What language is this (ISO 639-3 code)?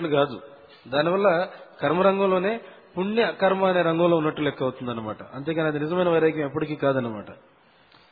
tel